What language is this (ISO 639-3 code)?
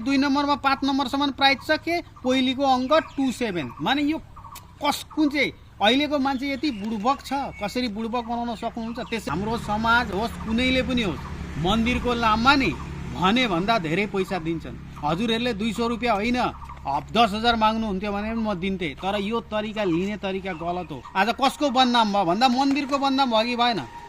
nep